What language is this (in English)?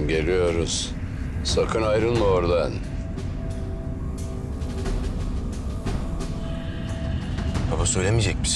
Turkish